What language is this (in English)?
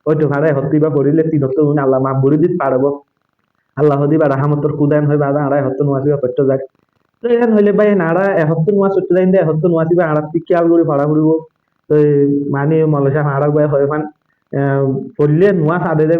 Rohingya